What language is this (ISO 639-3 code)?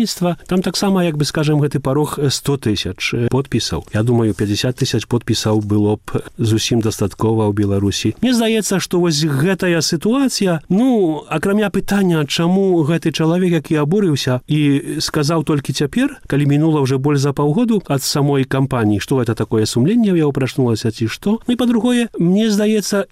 bel